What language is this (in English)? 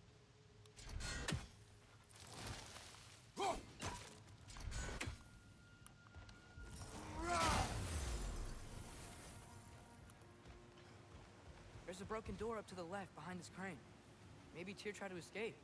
English